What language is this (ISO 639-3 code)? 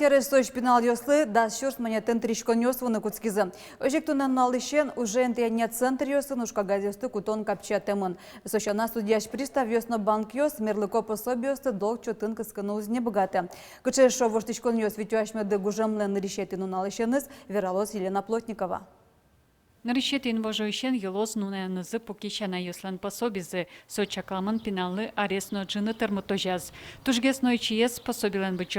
udm